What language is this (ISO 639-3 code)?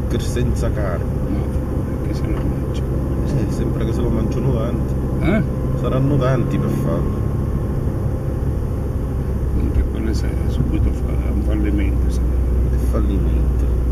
ita